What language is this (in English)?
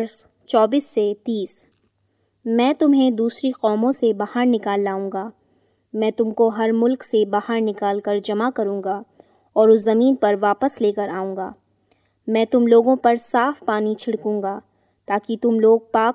Urdu